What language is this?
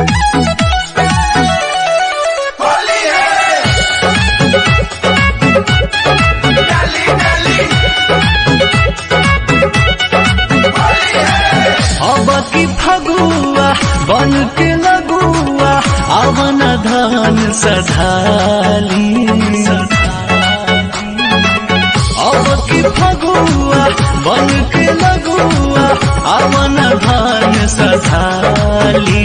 Bhojpuri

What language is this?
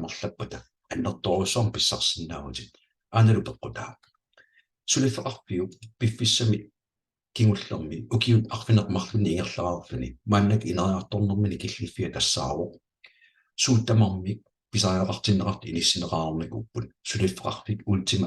Kalaallisut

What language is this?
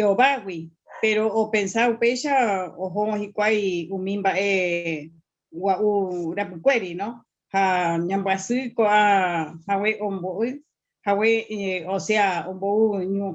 Guarani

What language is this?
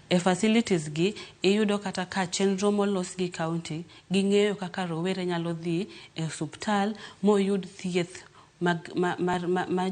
Luo (Kenya and Tanzania)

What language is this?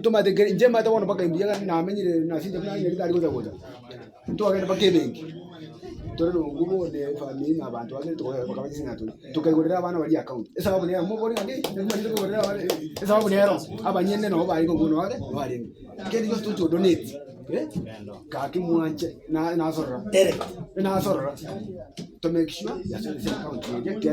Gusii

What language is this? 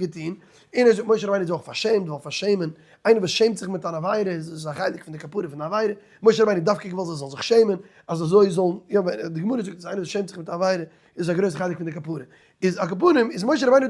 Yiddish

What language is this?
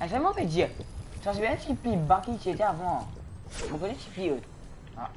Morisyen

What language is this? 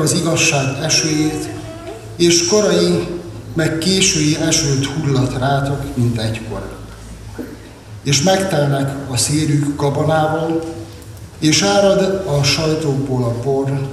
Hungarian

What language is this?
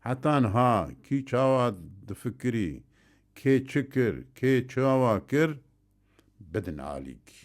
Kurdish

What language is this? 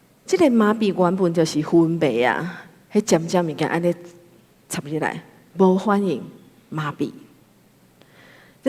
Min Nan Chinese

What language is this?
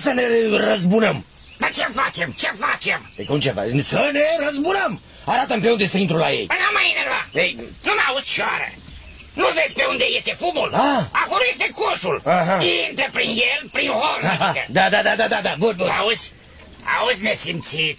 Romanian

